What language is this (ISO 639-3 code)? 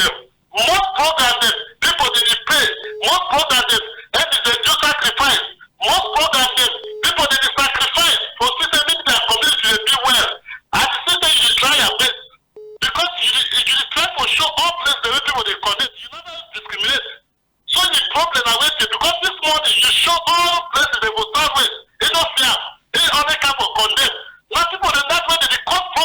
wes